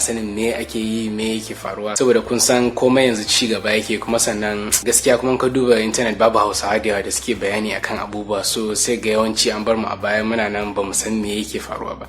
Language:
Hausa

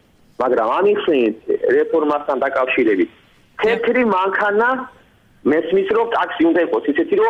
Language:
Georgian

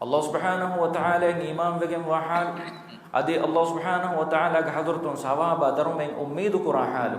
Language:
Divehi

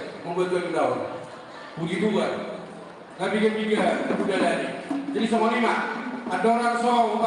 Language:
Batak Toba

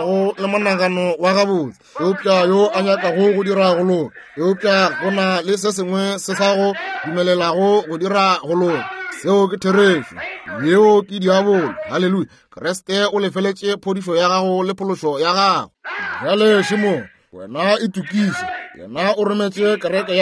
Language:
Northern Sotho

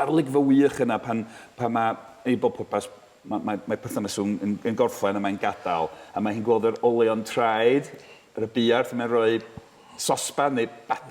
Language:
Welsh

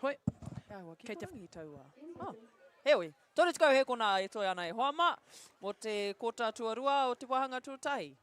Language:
Māori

